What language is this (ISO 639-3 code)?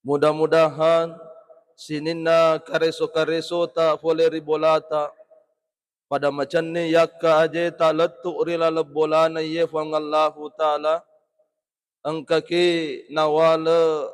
bug